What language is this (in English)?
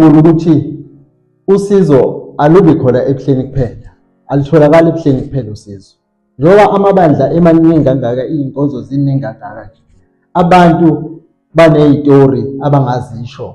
Zulu